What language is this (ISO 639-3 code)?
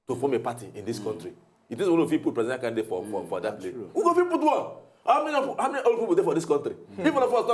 pcm